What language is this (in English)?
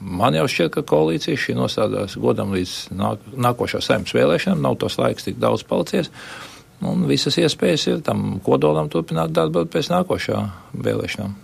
Latvian